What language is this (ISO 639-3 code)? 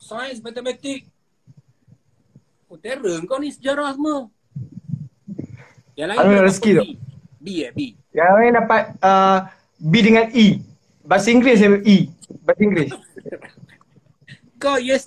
msa